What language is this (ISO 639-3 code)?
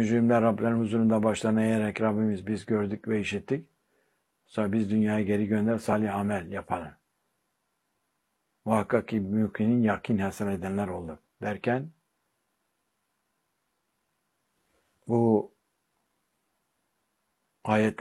tur